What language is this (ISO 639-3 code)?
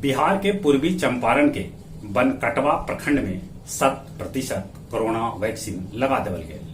mag